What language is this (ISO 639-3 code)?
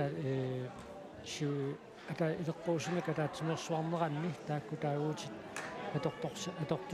kal